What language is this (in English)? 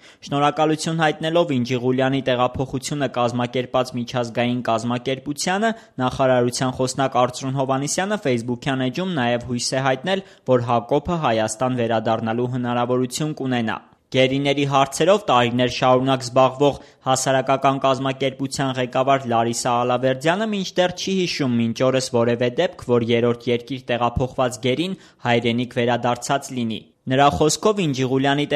Armenian